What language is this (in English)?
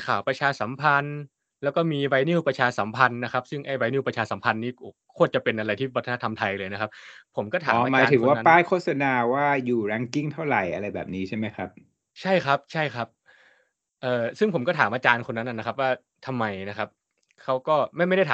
Thai